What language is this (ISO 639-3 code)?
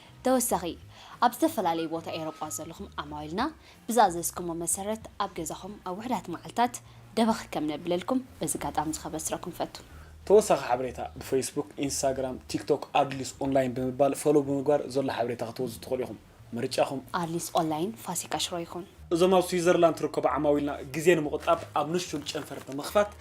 tir